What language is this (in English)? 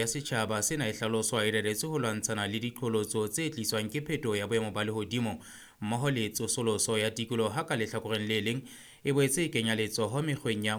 Southern Sotho